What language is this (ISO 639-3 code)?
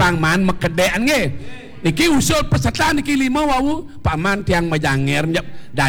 ban